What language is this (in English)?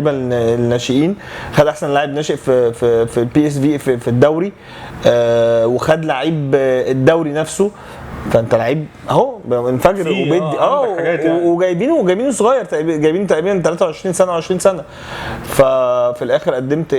Egyptian Arabic